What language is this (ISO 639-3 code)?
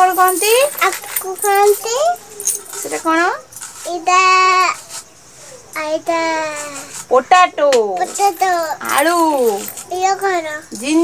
ori